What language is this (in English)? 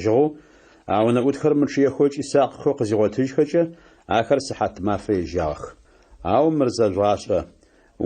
Adyghe